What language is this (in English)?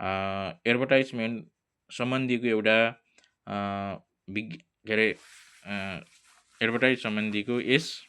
Nepali